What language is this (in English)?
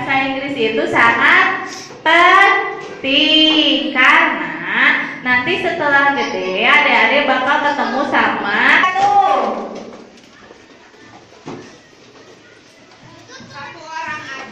Indonesian